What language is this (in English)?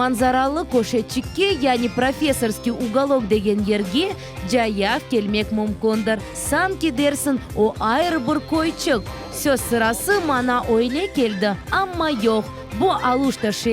Crimean Tatar